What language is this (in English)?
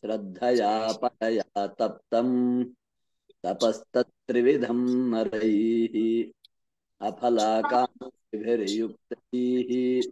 Sanskrit